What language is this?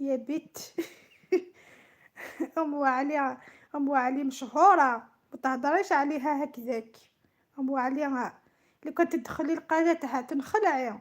Algerian Arabic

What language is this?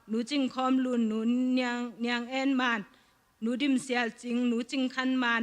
Tedim Chin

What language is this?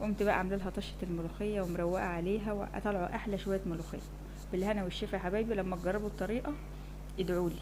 Egyptian Arabic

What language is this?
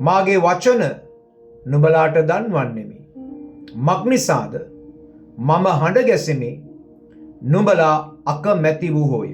Sinhala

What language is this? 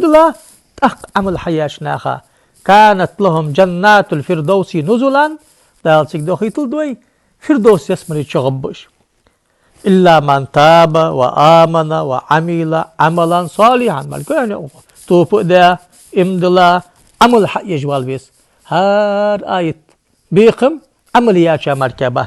Ingush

